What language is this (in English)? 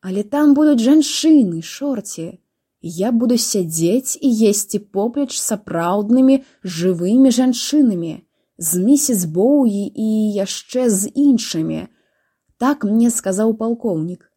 Belarusian